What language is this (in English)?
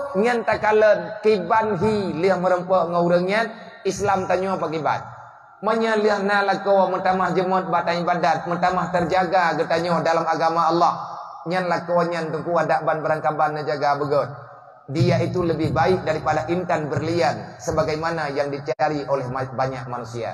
Achinese